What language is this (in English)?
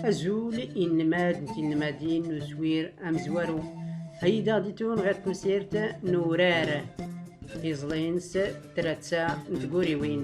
Tachelhit